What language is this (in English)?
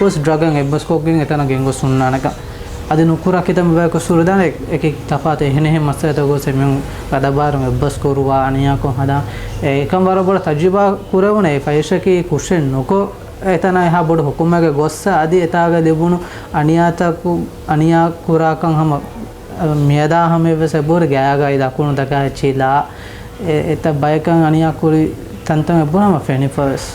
Divehi